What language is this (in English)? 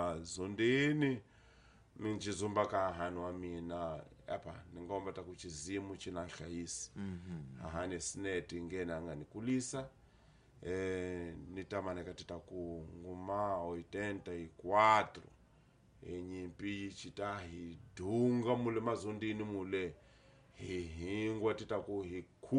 Tsonga